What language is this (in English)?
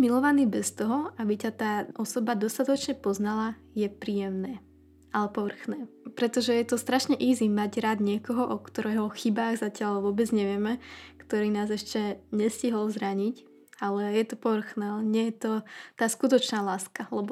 Slovak